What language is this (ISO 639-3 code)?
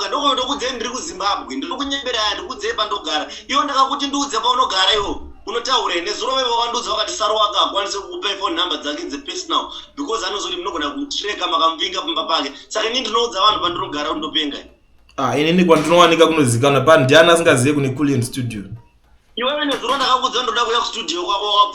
sna